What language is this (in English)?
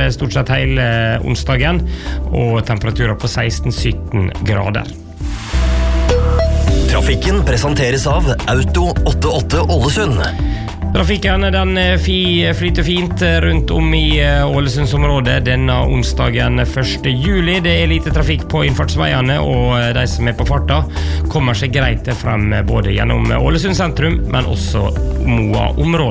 Norwegian